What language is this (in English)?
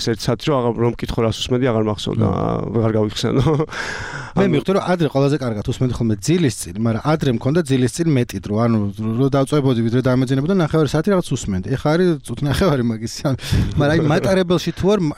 Georgian